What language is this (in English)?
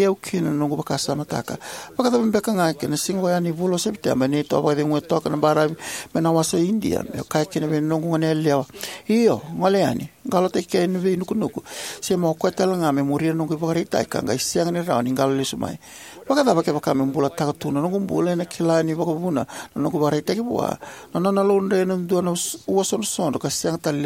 Fijian